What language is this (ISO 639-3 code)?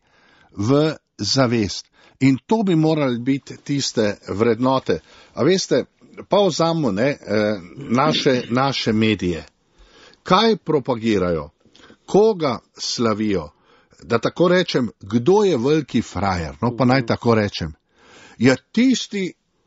slv